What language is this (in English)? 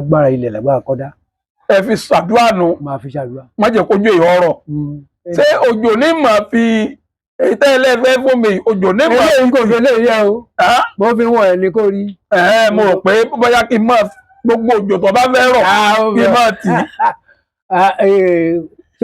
Yoruba